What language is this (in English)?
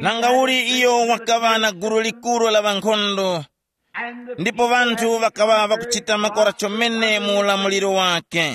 Tumbuka